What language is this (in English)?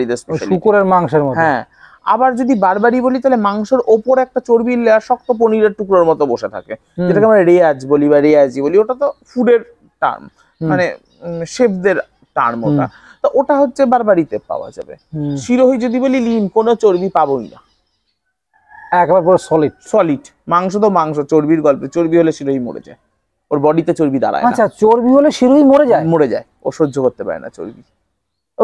Bangla